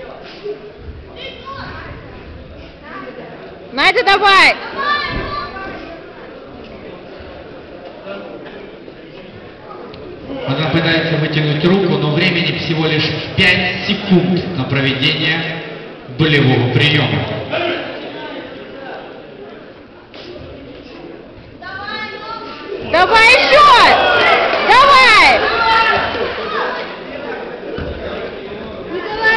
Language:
Russian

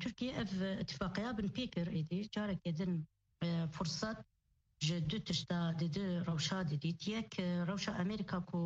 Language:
Kurdish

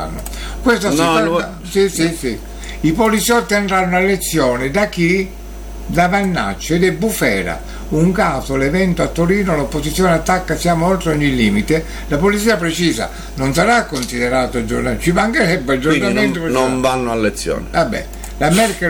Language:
Italian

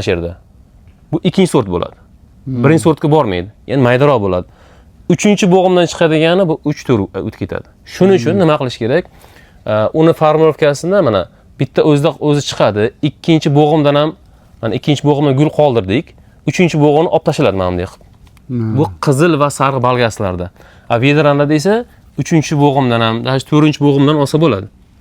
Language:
Uzbek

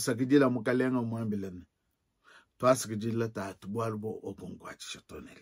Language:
Luba-Lulua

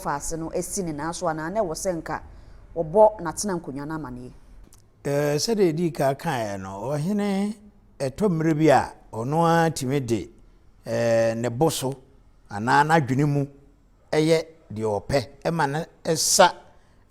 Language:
Akan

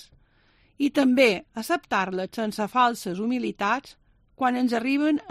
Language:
Catalan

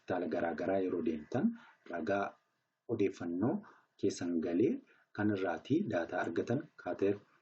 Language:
Oromo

